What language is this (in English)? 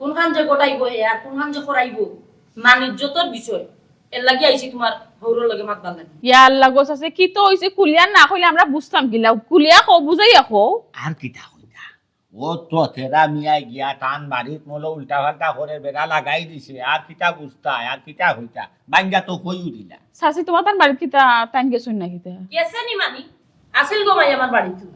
Sylheti